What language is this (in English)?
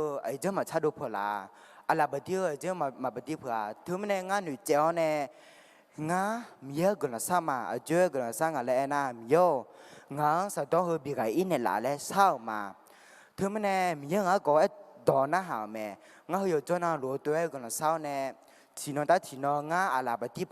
Akha